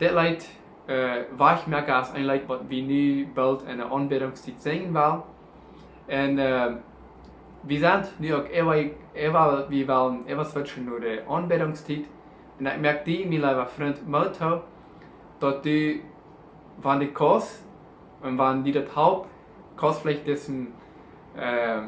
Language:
Plautdietsch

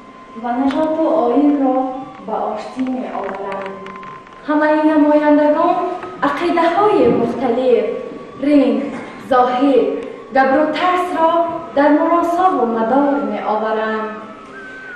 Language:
Tajik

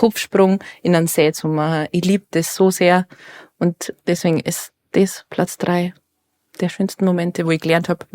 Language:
Bavarian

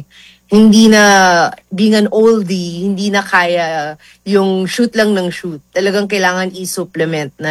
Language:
Filipino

